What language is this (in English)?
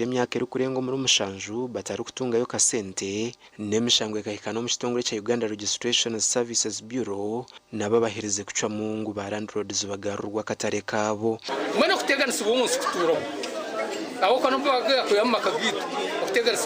Nyankole